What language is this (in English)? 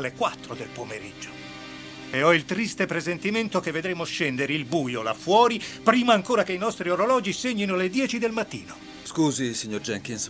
Italian